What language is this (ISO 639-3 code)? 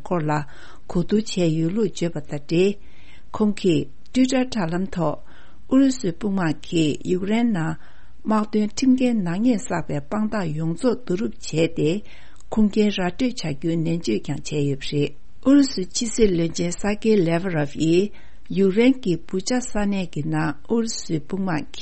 bod